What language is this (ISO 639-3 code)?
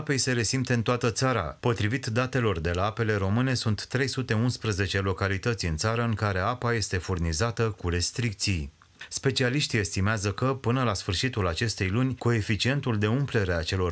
ron